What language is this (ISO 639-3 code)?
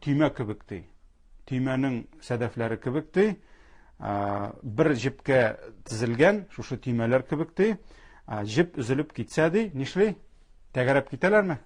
tat